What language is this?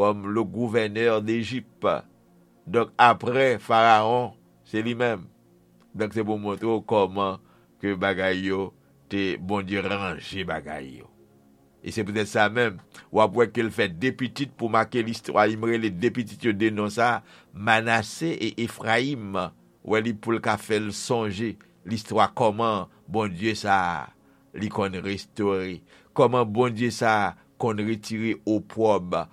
Haitian Creole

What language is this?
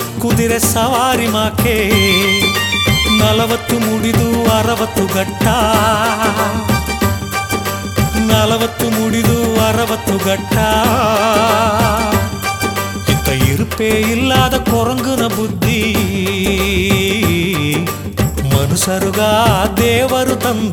Kannada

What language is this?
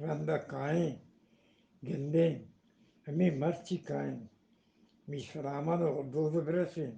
Eastern Balochi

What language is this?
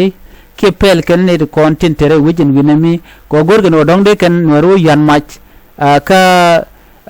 Nuer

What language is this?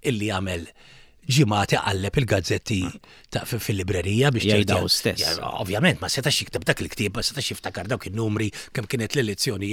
Maltese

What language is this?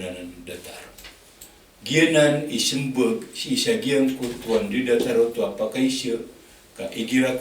Maranao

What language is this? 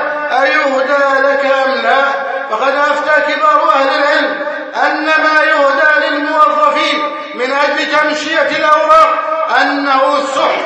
Arabic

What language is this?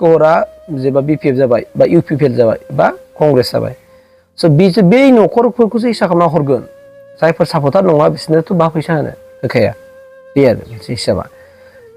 Bodo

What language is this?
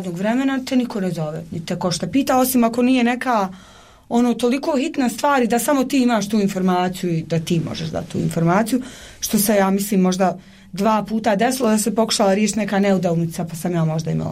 Bosnian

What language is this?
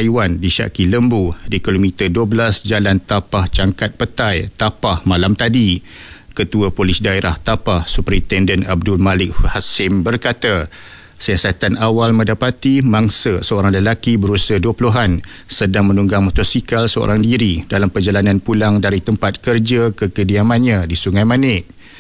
Malay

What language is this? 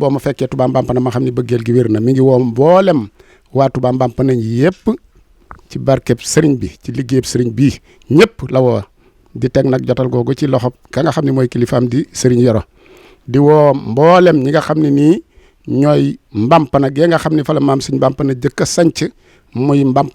Wolof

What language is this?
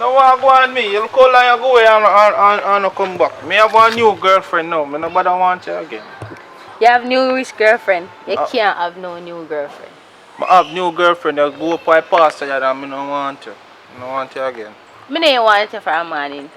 Jamaican Creole English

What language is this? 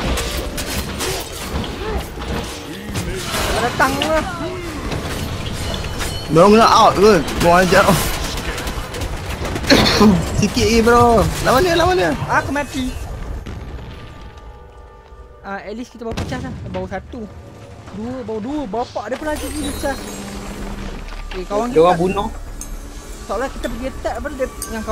Malay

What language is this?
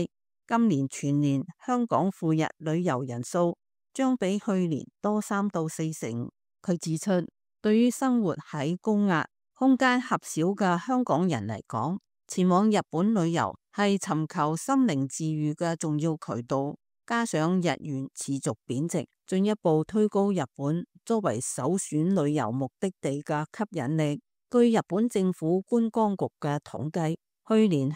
Cantonese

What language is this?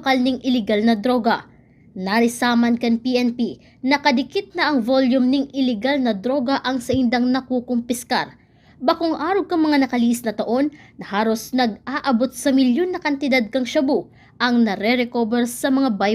Bikol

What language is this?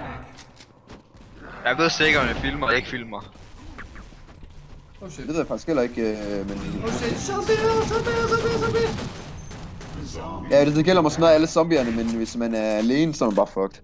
Danish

